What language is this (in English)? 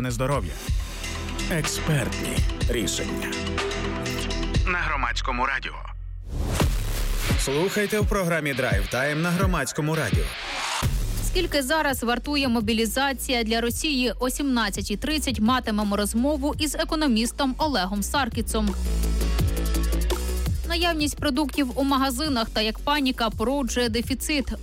Ukrainian